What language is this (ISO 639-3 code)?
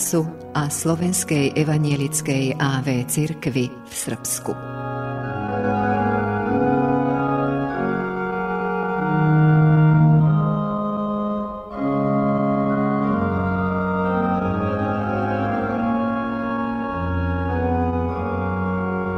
slk